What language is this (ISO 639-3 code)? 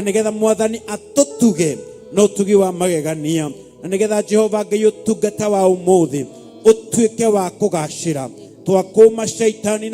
kik